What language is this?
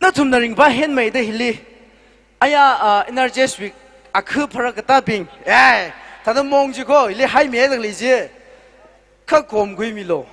Tangkhul Naga (India)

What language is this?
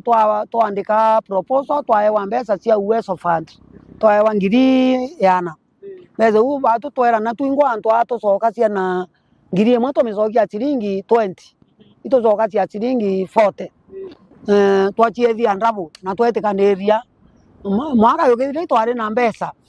Meru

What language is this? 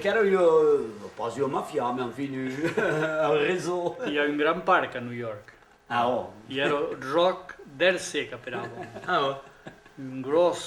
Occitan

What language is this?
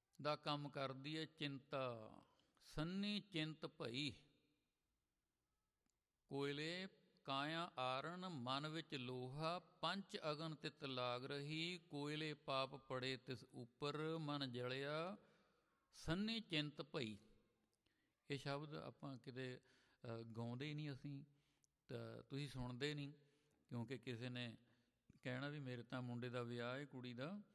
Punjabi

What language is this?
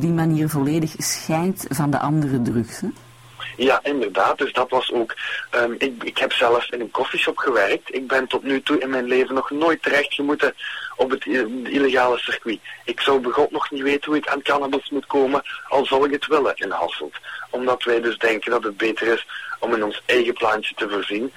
Dutch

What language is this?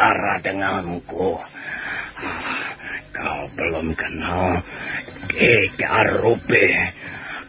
Indonesian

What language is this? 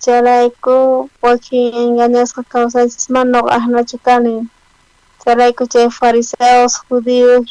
South Bolivian Quechua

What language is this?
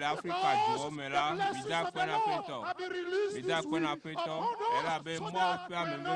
Ewe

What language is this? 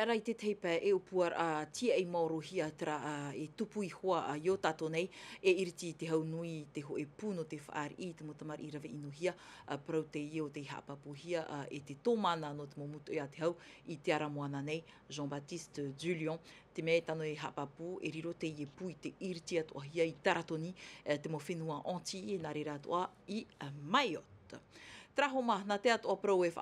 Tahitian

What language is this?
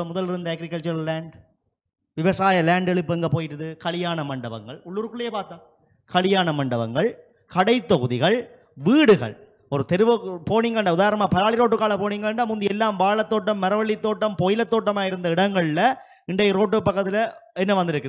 Tamil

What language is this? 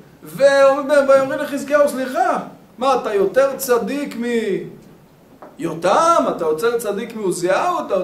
Hebrew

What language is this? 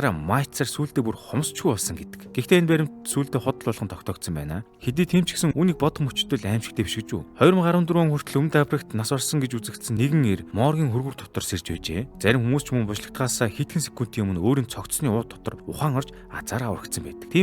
Mongolian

